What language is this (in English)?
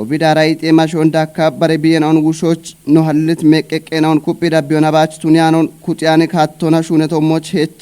Kafa